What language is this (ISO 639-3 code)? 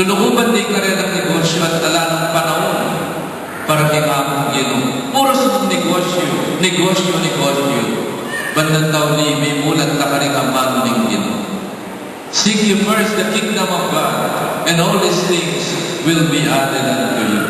pam